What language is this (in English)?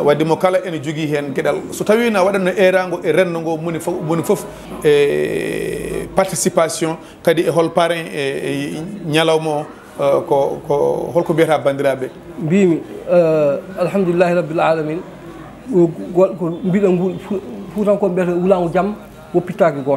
Fula